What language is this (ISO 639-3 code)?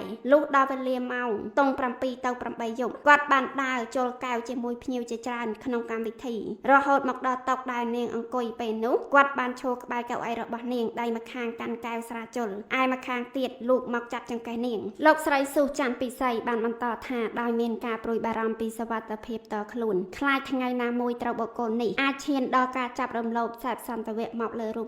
khm